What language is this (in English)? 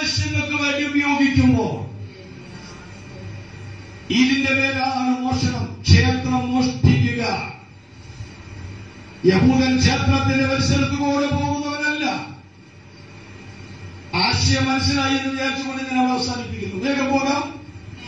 Malayalam